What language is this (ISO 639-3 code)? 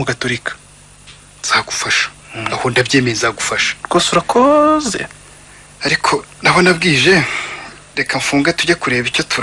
kin